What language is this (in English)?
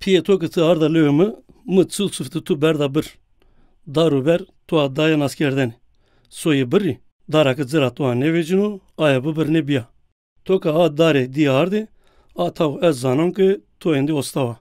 Zaza